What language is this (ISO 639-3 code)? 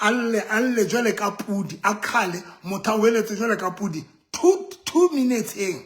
sot